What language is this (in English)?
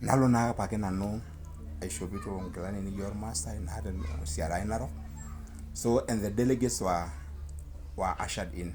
Masai